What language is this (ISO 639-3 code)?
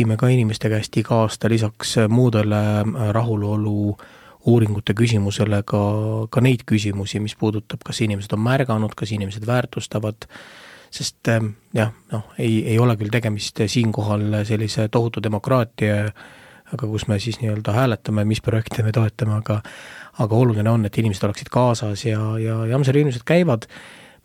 est